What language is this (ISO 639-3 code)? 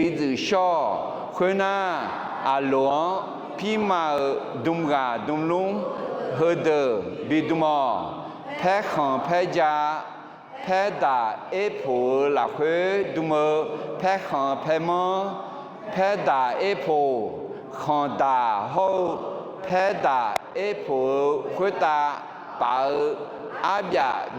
ahk